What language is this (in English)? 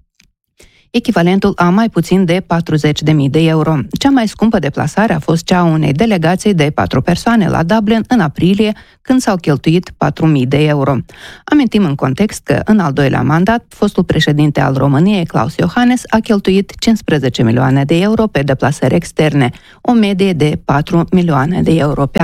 Romanian